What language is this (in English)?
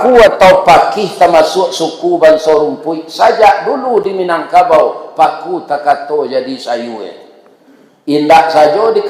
Minangkabau